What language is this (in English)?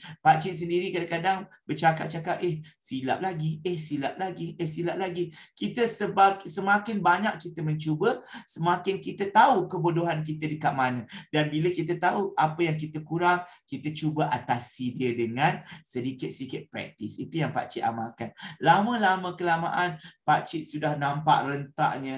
Malay